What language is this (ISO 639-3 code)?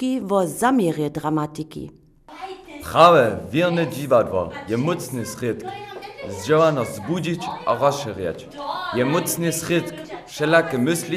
hsb